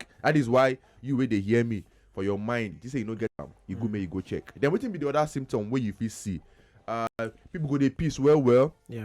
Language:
Nigerian Pidgin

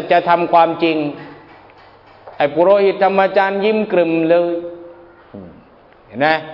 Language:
Thai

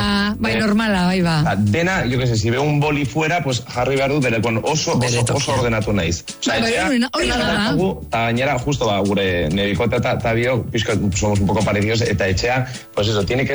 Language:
Basque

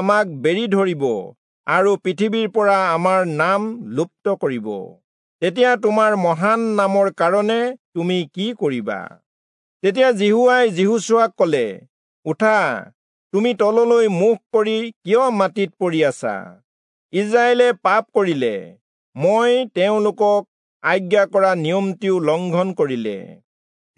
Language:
Assamese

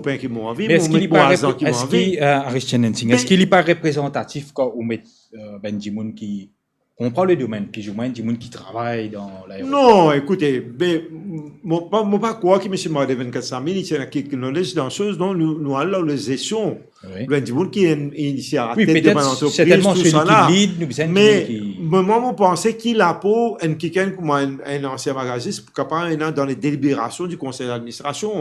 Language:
Morisyen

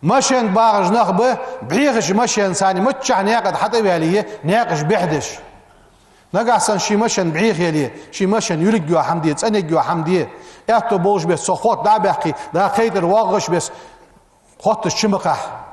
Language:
Ingush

